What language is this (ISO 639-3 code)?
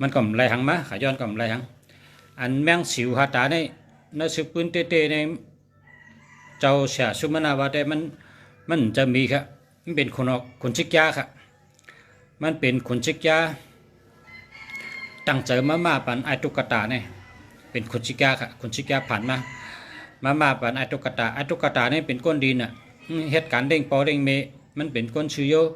shn